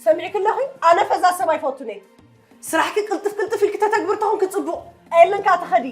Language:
Tigrinya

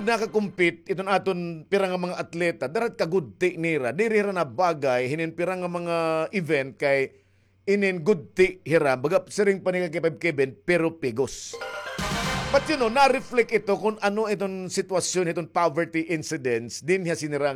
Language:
Waray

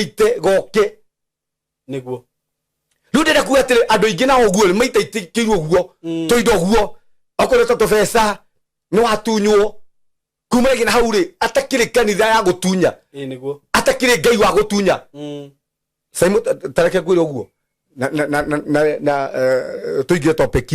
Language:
Kikuyu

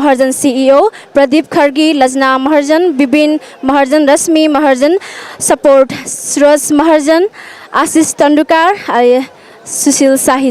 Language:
Newari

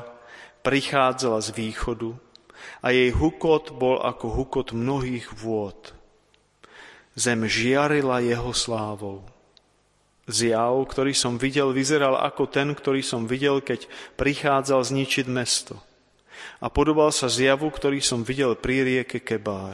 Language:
Slovak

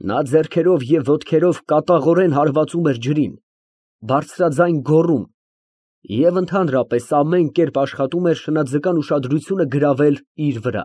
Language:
Armenian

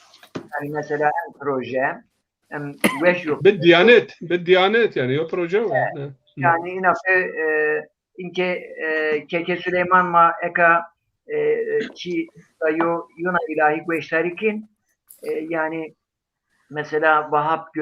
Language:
Zaza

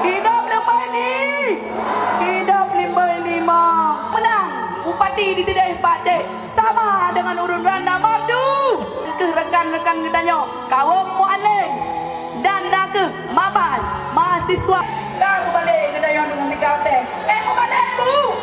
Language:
Achinese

